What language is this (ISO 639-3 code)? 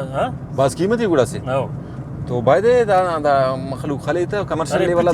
brh